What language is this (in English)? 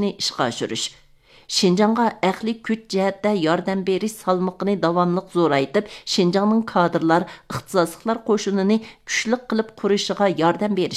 Uyghur